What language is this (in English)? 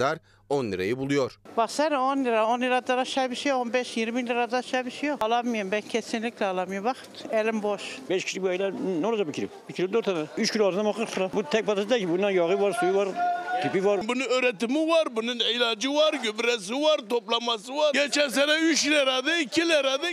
Turkish